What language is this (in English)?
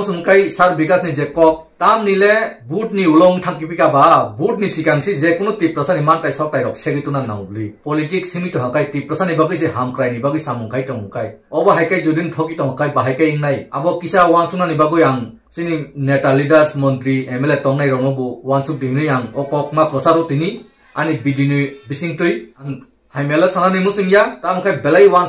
Kok Borok